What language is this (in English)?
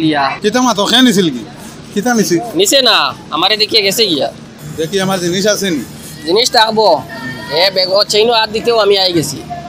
Sylheti